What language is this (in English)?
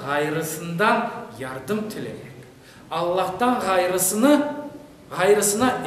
Crimean Tatar